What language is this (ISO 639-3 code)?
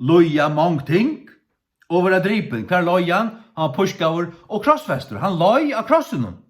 fao